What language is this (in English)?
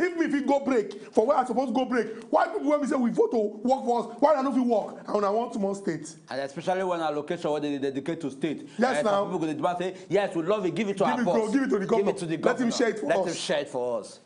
Nigerian Pidgin